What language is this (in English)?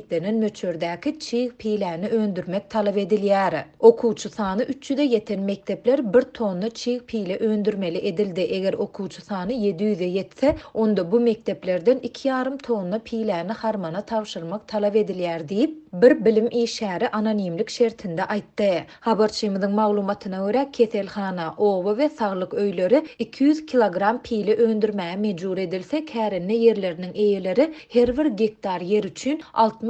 Turkmen